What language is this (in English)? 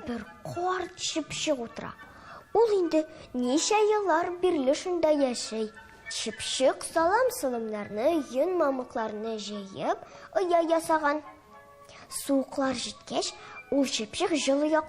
Tatar